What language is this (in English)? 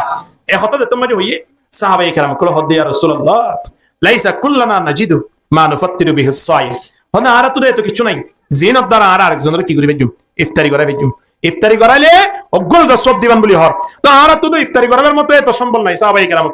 Rohingya